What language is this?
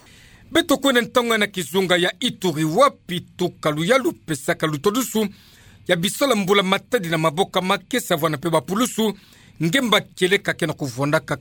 Kituba (Democratic Republic of Congo)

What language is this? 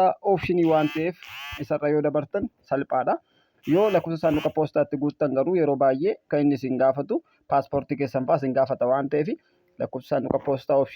Oromo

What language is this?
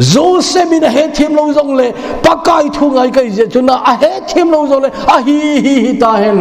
Thado Chin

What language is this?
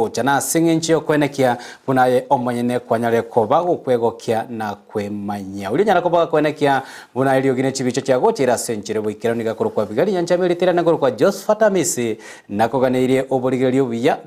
Gusii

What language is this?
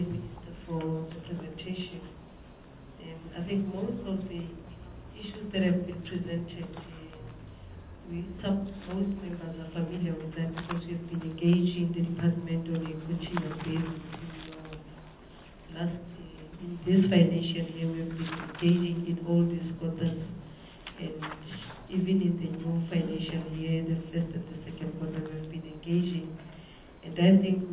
English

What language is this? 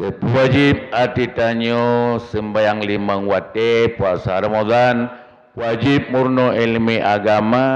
Achinese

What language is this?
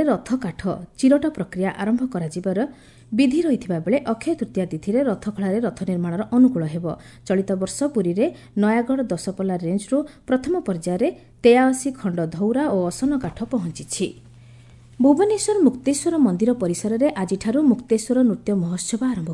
Odia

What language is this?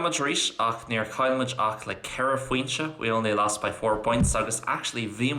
Irish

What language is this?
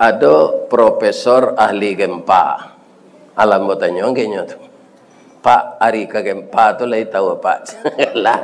Minangkabau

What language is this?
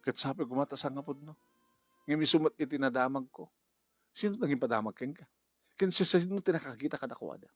Iloko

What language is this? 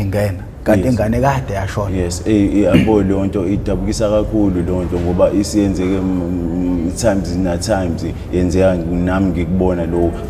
Zulu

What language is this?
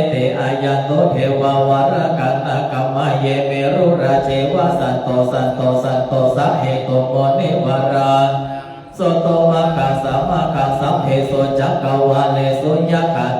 Pali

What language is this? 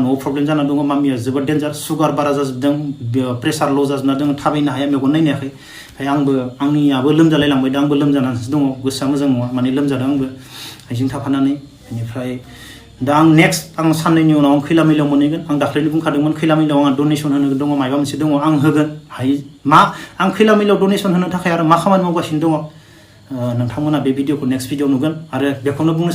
Bodo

